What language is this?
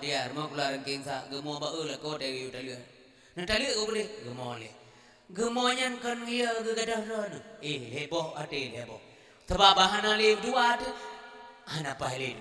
Achinese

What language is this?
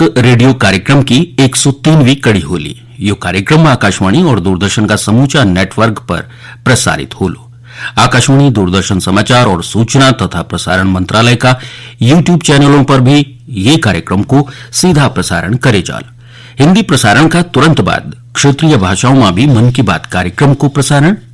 Garhwali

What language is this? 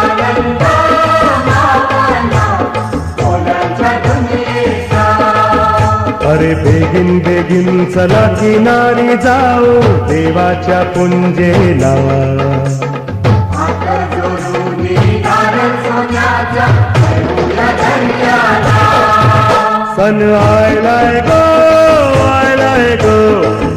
Marathi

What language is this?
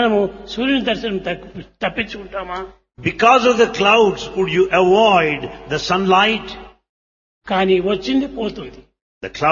Telugu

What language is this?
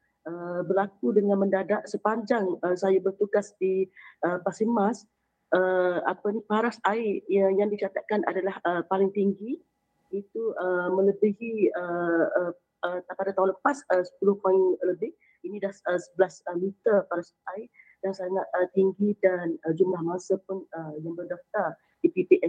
Malay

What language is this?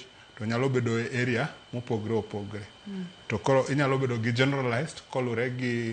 Luo (Kenya and Tanzania)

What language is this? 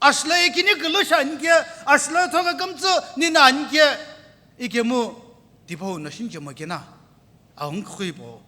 Sumi Naga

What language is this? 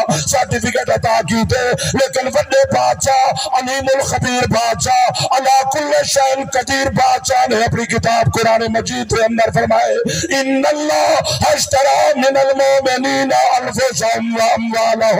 Saraiki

